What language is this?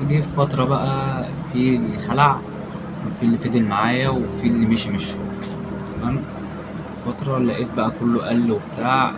Egyptian Arabic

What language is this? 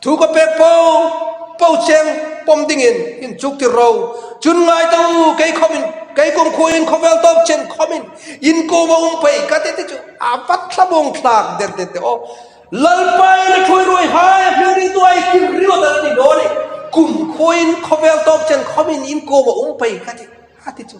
Hmar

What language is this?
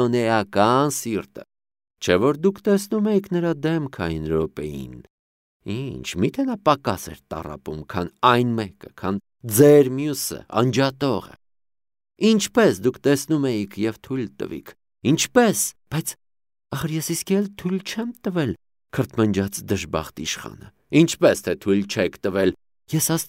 Armenian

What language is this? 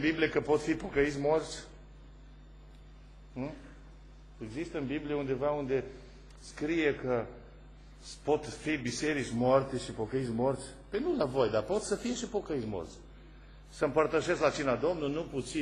Romanian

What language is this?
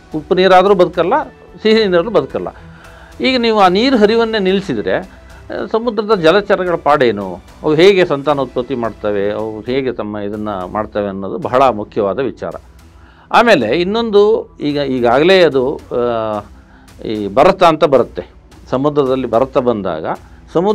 Kannada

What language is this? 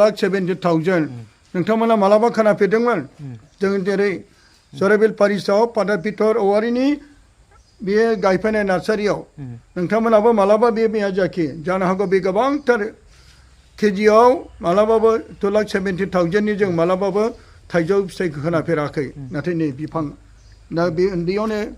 Bodo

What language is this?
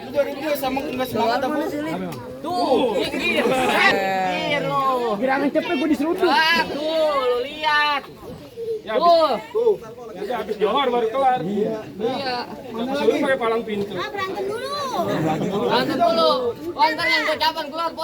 Betawi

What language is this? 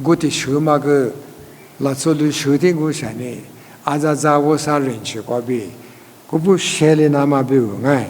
Lisu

